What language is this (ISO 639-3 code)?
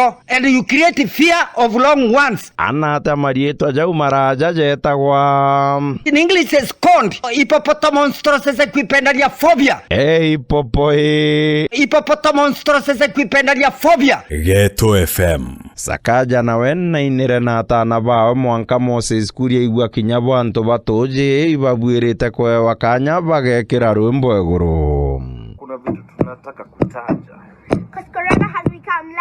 mer